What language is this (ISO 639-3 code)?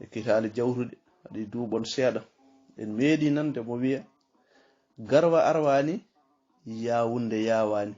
ful